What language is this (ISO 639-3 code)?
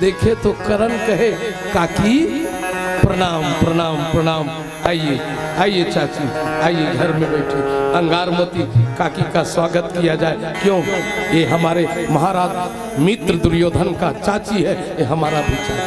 hne